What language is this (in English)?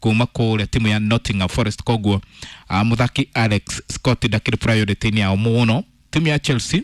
Kikuyu